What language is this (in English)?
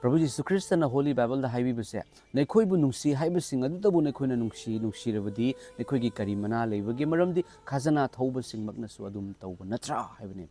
Manipuri